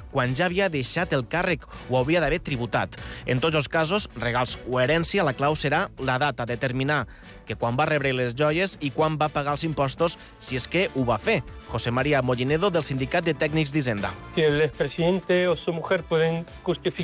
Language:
Catalan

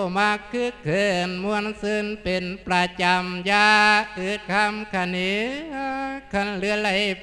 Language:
Lao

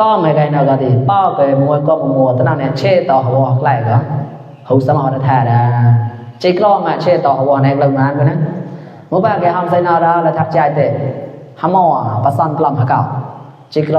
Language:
Mon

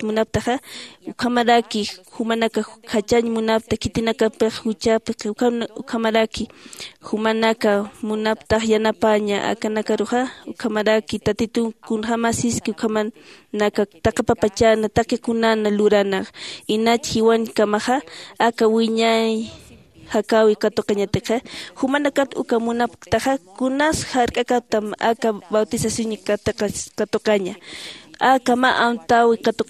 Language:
Aymara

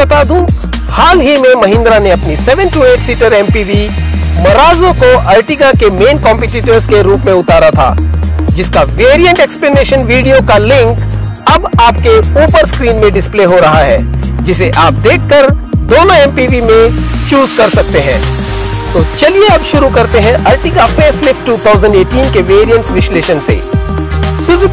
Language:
Hindi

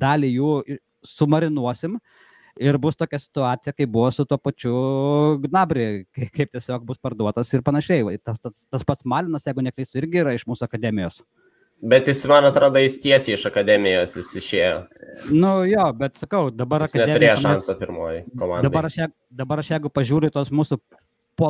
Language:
Lithuanian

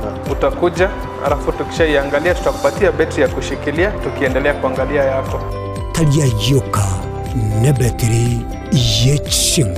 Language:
Gusii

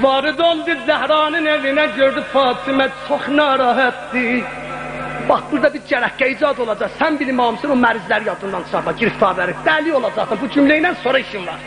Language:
South Azerbaijani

